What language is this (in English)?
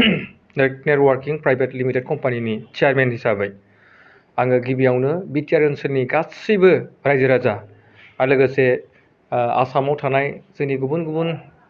Bodo